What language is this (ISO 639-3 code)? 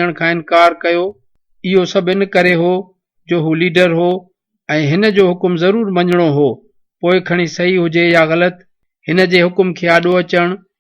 snd